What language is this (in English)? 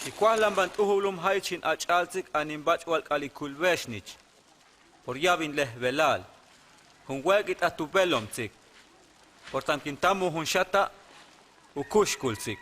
Huastec